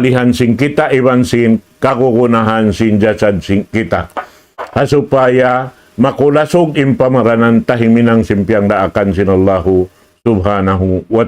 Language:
Tausug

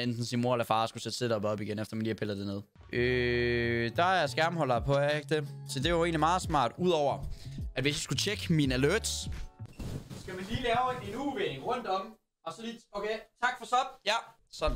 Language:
Danish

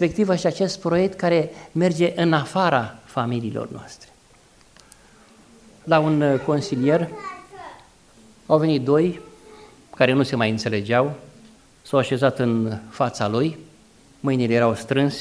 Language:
Romanian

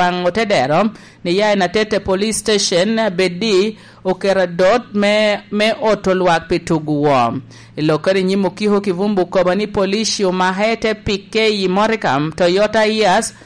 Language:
Lango (Uganda)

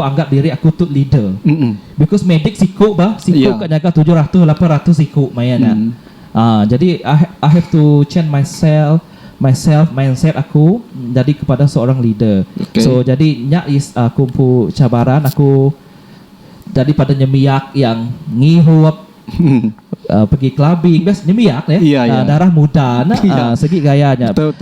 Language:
Iban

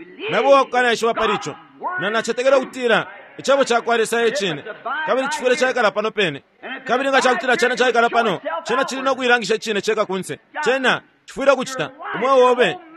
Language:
Bemba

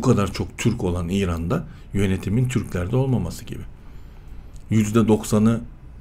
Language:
Turkish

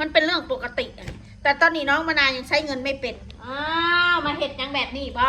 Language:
Northeastern Thai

